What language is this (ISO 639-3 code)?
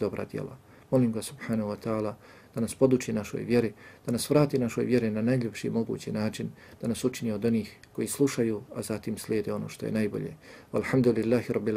bos